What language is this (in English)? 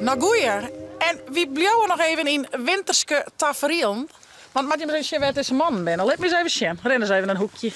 Western Frisian